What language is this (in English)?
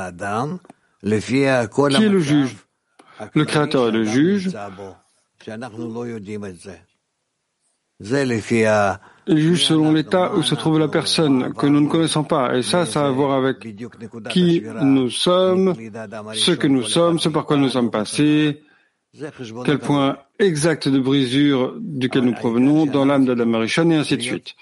French